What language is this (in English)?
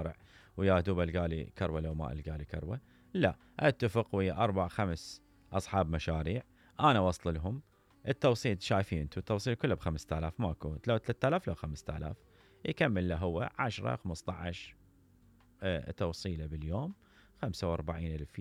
Mesopotamian Arabic